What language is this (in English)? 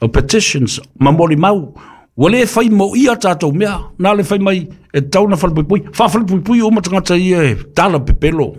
Samoan